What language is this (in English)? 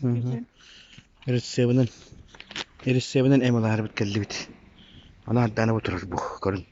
Yakut